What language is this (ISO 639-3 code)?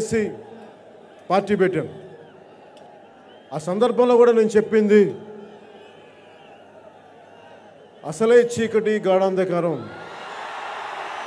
tel